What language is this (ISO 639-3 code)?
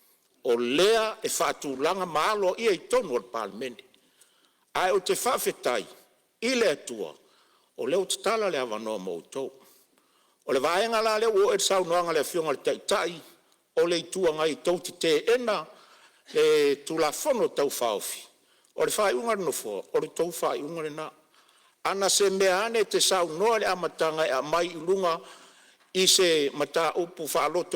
smo